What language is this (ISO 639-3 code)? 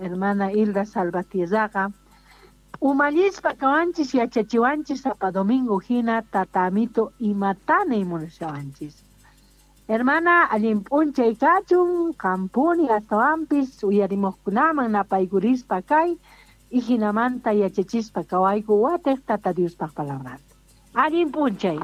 quh